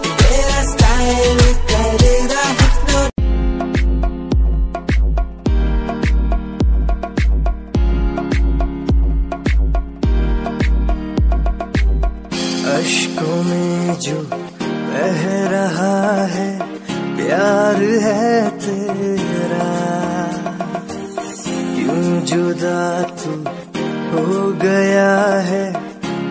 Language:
Hindi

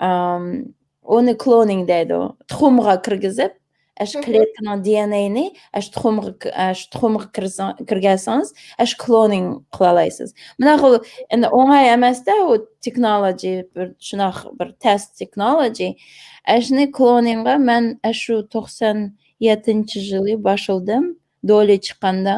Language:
Uyghur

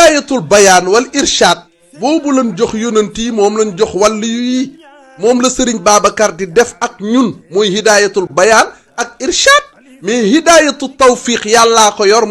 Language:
Wolof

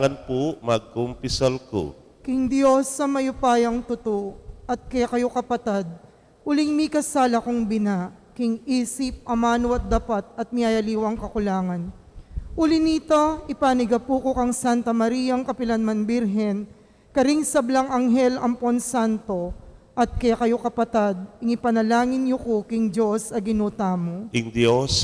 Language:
Pampanga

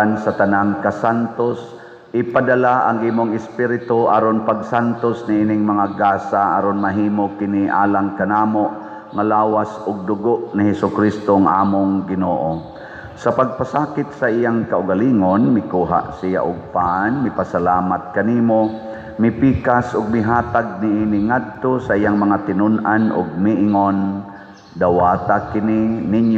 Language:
Cebuano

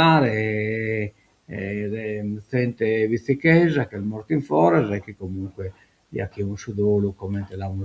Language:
Sardinian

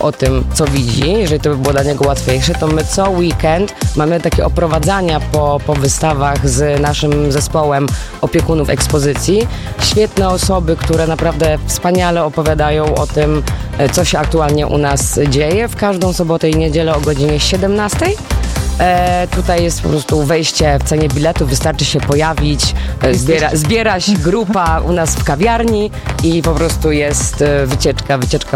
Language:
Polish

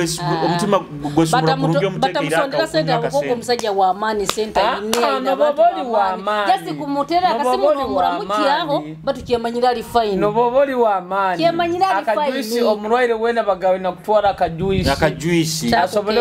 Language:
Nyoro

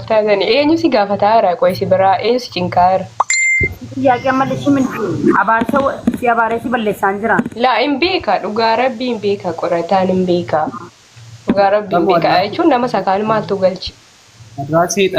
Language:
Oromo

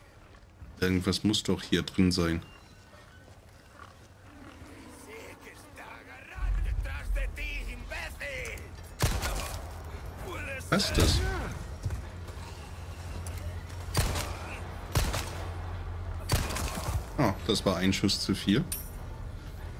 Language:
German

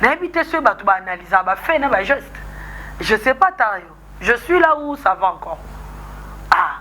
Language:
Lingala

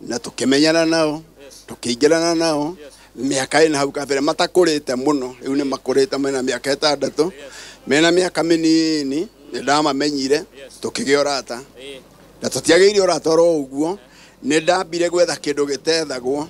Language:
Kikuyu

